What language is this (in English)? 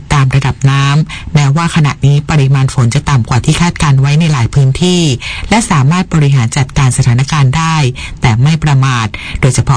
Thai